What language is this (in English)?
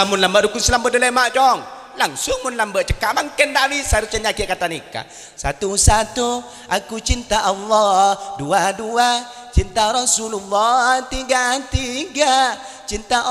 Madurese